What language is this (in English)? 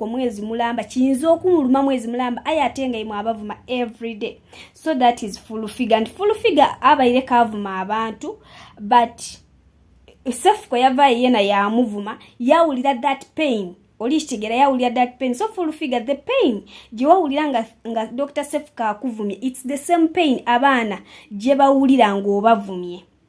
Ganda